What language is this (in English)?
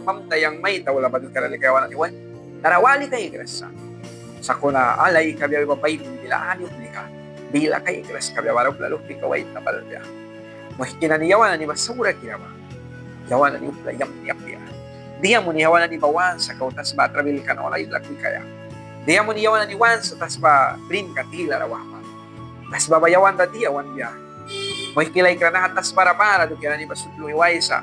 Mískito